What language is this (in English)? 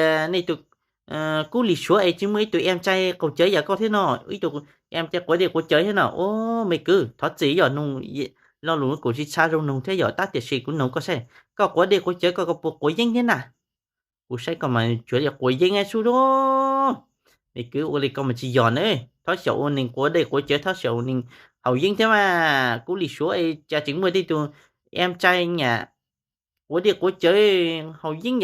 Hmong